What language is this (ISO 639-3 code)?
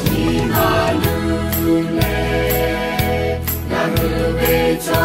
lhu